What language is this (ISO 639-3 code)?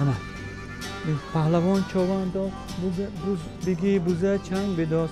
tgk